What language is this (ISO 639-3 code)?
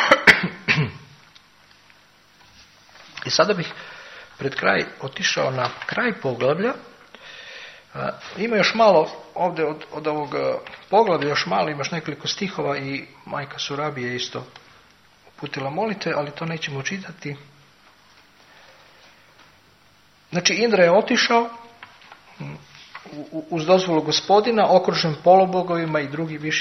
hrv